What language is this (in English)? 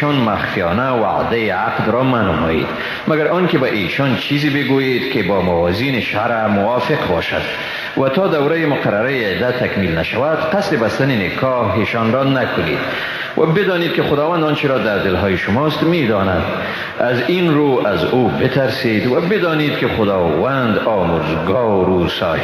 Persian